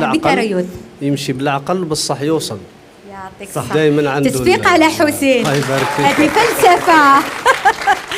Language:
Algerian Arabic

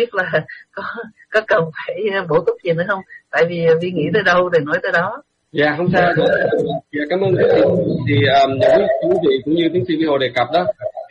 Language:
Vietnamese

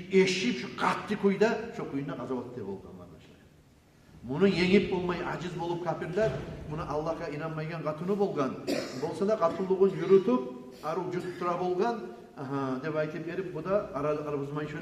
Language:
Kumyk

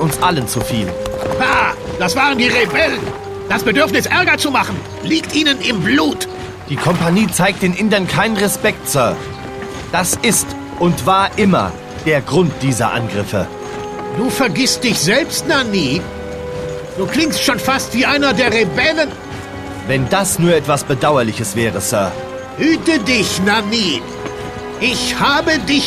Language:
Bavarian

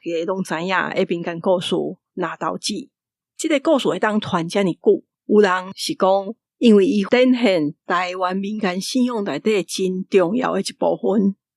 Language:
Min Nan Chinese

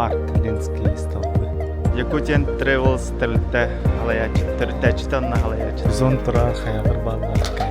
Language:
Yakut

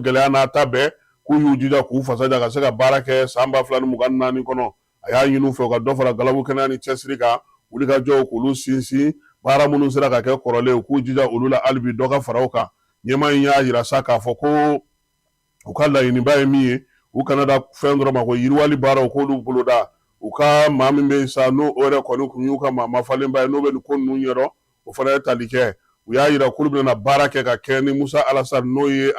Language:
Bambara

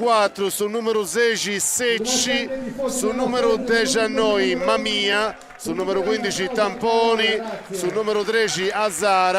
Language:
Sardinian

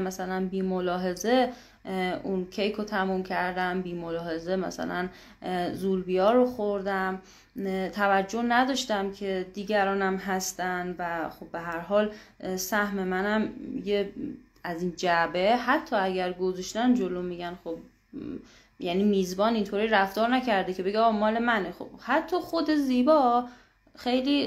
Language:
Persian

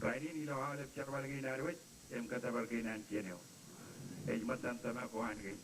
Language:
Marshallese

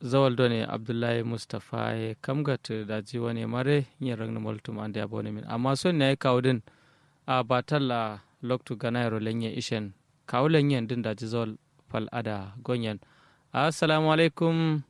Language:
Kanuri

